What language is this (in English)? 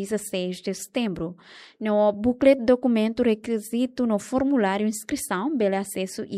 Tetum